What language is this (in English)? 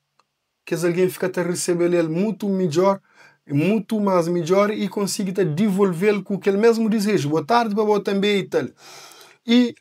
Kabuverdianu